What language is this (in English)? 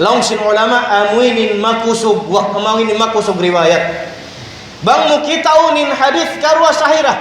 Tausug